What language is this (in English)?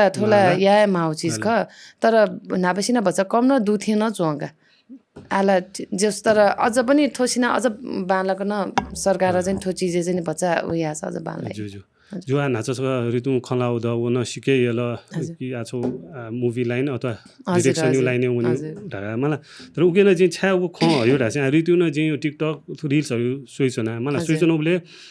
Newari